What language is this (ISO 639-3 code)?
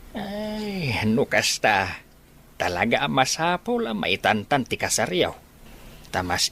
ilo